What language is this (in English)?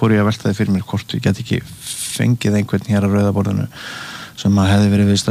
Icelandic